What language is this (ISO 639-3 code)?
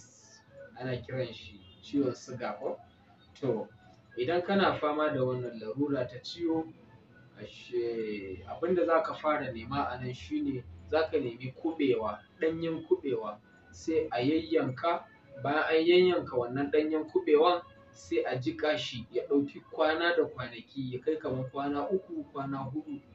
hau